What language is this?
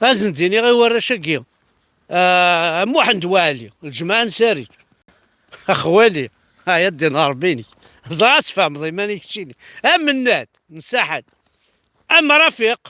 Kabyle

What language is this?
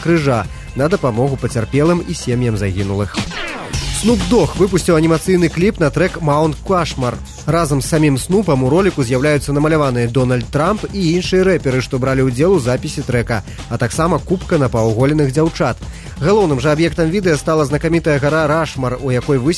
Belarusian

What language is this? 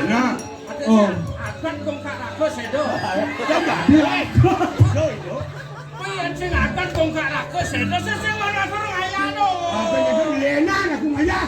Balinese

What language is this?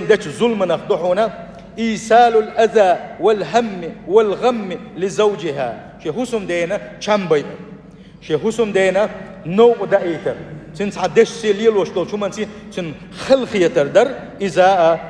Chechen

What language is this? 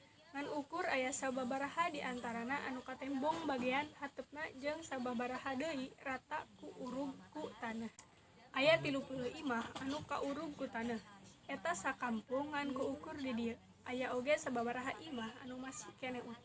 Sundanese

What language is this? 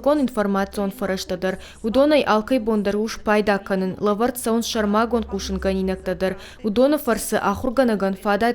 Ossetic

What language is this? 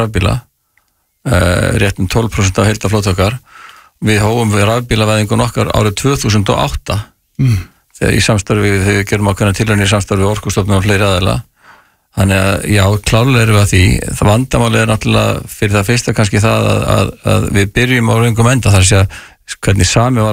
Icelandic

